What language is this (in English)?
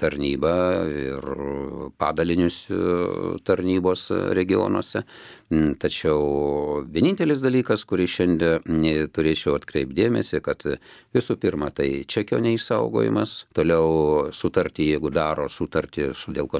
Lithuanian